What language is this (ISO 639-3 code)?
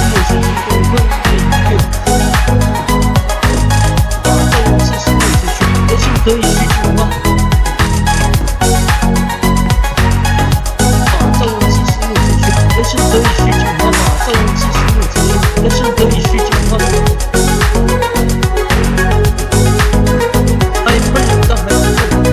zho